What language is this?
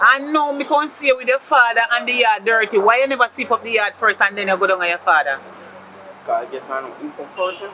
Jamaican Creole English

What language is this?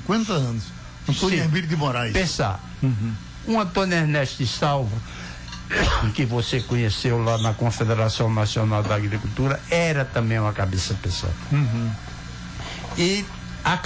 Portuguese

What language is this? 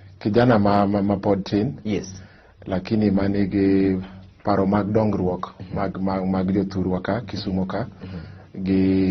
Luo (Kenya and Tanzania)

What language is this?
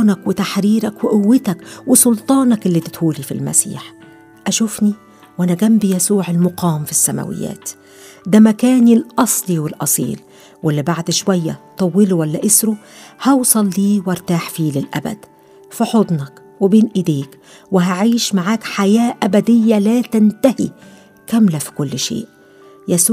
Egyptian Arabic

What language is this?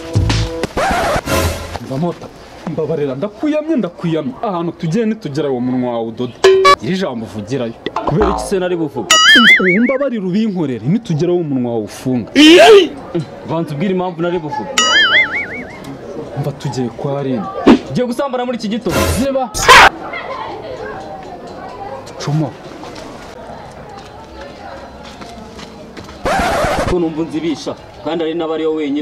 Kinyarwanda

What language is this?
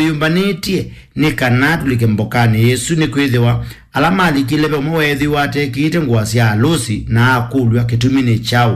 Kamba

